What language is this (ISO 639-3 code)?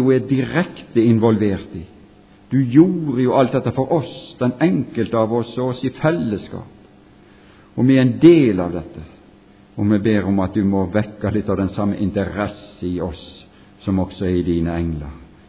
nor